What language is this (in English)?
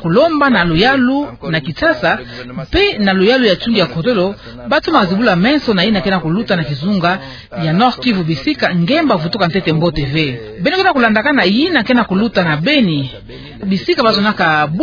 Kituba (Democratic Republic of Congo)